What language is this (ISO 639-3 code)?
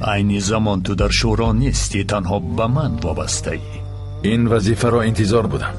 tgk